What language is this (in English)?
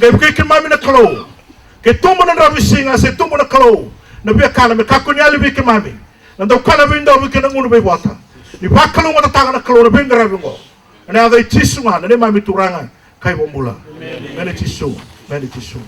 Fijian